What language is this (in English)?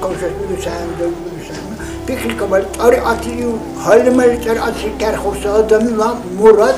Dargwa